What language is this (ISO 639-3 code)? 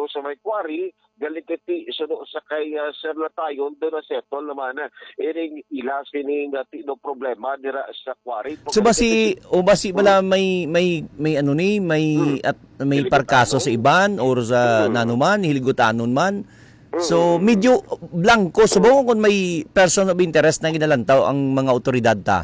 hil